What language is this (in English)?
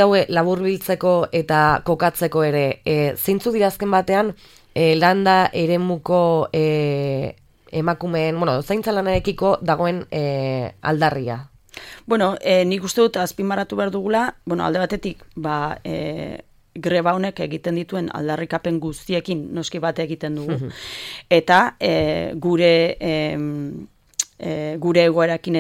Basque